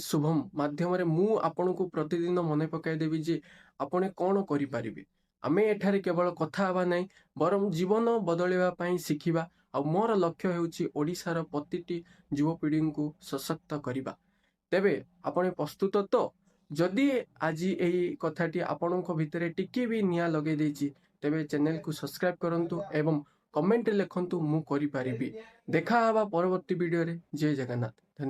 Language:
Odia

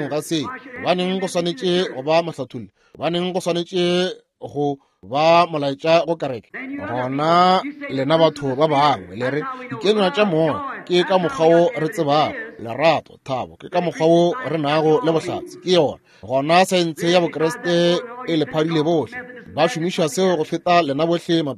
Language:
Northern Sotho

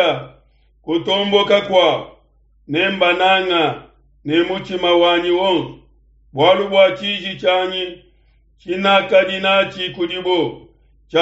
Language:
Luba-Lulua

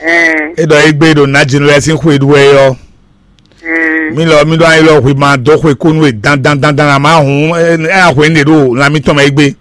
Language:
Fon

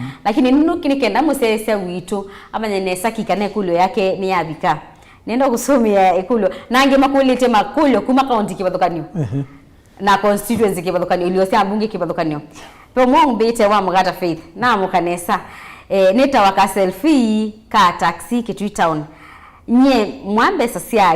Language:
Kamba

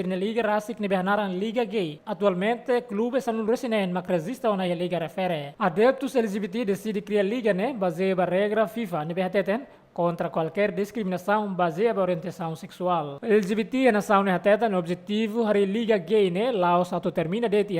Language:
Tetum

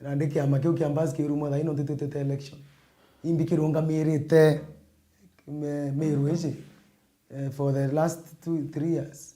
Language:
Meru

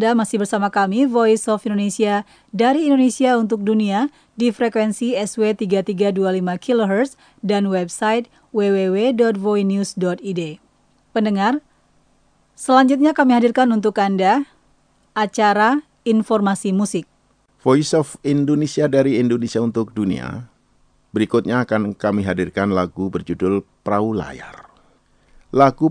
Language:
Indonesian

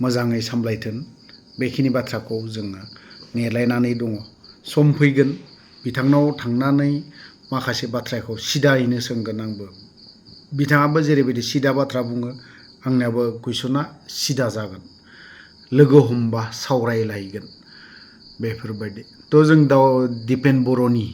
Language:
Bodo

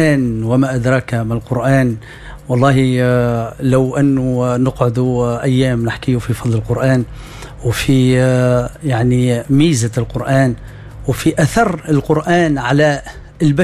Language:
Tunisian Arabic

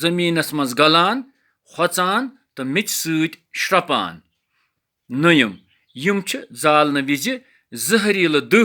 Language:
Kashmiri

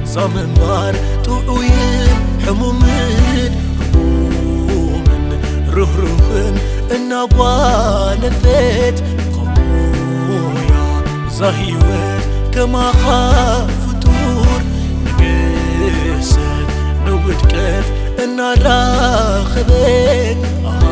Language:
Tigrinya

